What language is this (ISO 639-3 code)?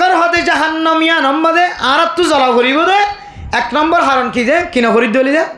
rhg